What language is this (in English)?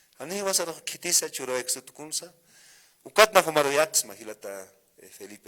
Aymara